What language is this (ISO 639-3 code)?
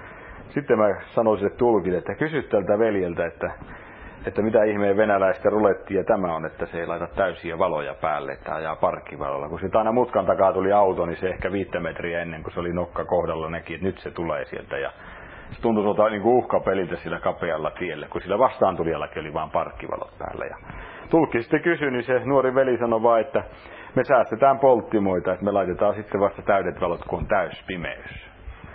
fin